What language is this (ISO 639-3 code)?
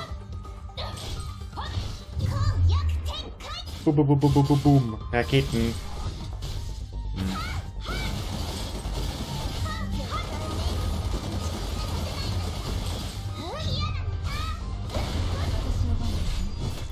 deu